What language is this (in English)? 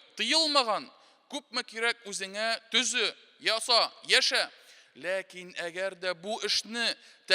Tatar